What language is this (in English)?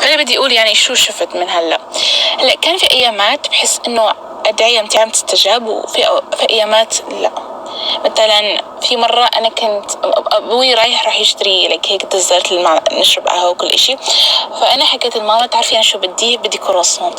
North Levantine Arabic